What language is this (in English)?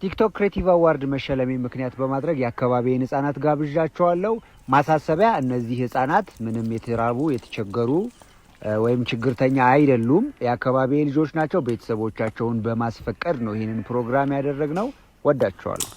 Amharic